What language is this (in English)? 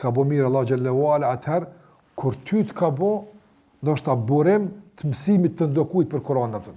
Albanian